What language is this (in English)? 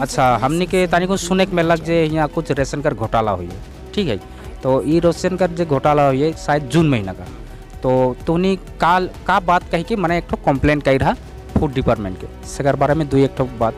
Sadri